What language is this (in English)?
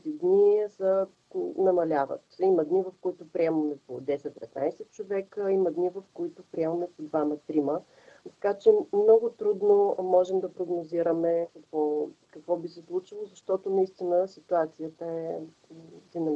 Bulgarian